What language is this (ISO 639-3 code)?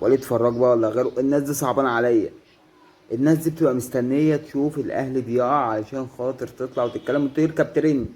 arz